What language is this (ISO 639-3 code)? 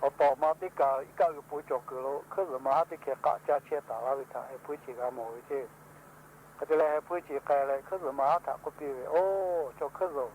lhu